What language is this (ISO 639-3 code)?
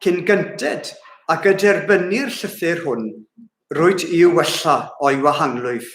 cym